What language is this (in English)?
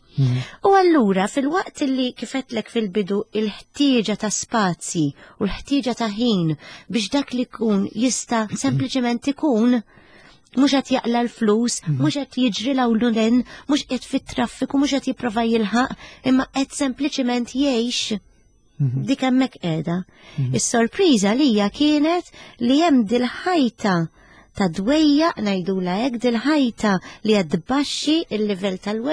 Maltese